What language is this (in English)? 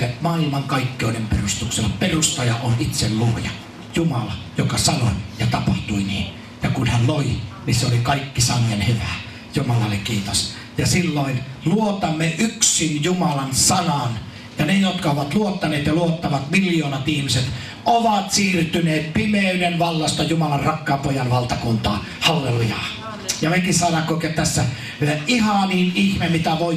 Finnish